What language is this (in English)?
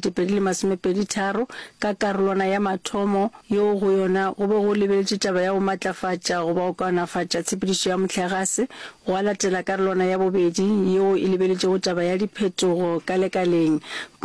Northern Sotho